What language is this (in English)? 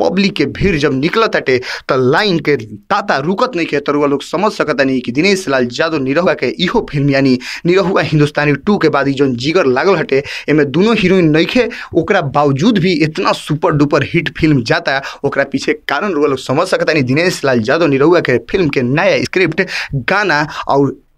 Bhojpuri